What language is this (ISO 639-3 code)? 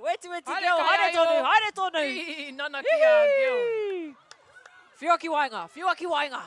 mri